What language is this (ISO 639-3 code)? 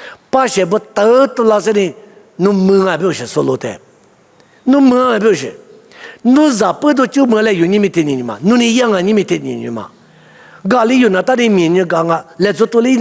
lis